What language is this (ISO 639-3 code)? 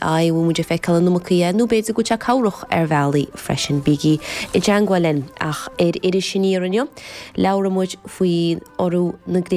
gle